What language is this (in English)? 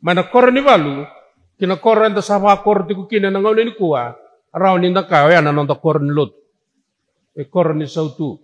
Fijian